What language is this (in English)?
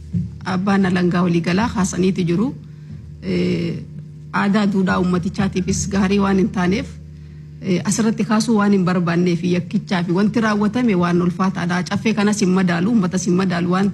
Oromo